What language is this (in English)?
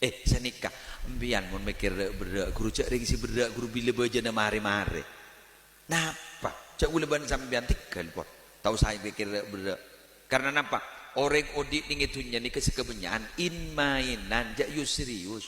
Madurese